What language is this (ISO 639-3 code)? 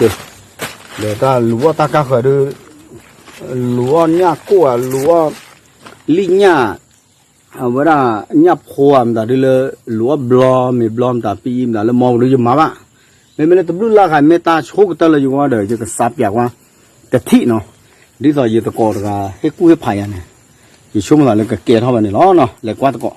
ksw